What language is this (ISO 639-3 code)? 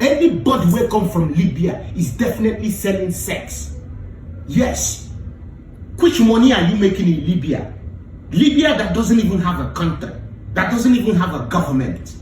ibo